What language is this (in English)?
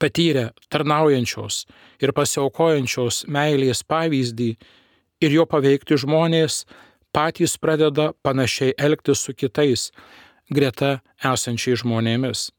Lithuanian